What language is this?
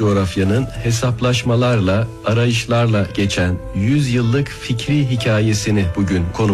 Turkish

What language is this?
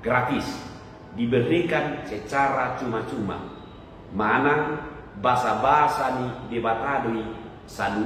Batak Toba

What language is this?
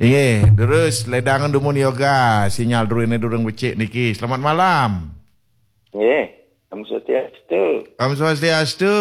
Balinese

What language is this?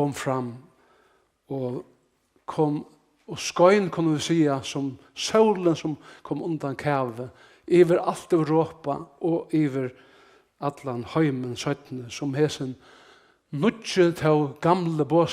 Faroese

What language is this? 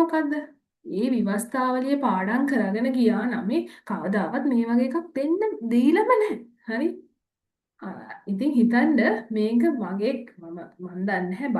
Sinhala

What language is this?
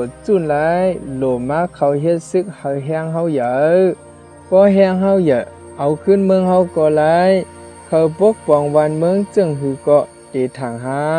Shan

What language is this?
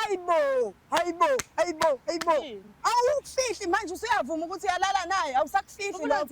Zulu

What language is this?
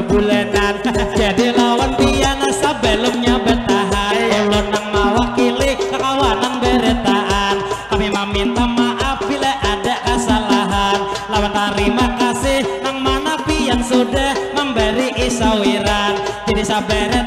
Banjar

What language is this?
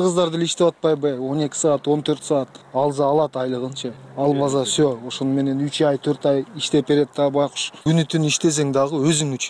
Kyrgyz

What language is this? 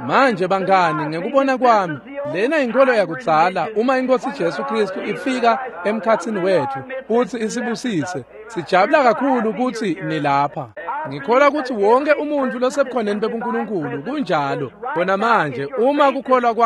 Swati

